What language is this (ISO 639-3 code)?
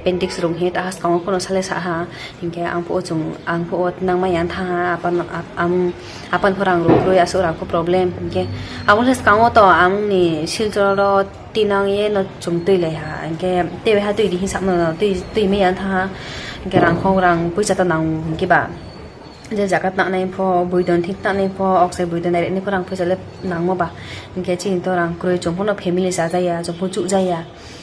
ria